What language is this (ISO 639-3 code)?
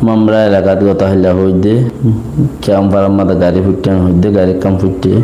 rhg